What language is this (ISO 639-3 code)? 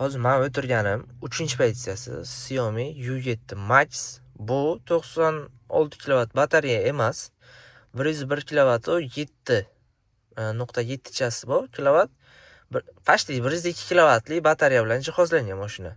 uzb